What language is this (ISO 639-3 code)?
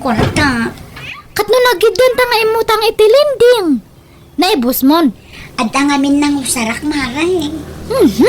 ilo